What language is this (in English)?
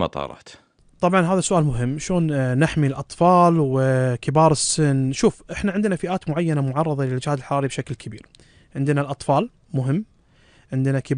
Gulf Arabic